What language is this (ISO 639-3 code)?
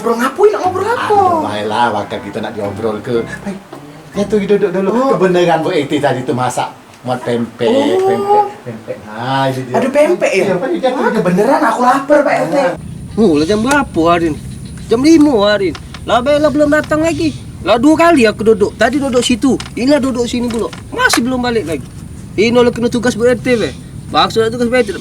mui